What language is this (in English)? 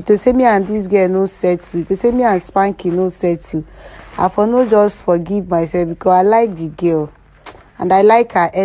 Nigerian Pidgin